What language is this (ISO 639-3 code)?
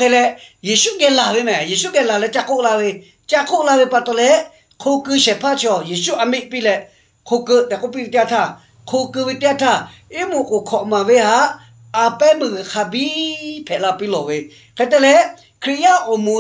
lhu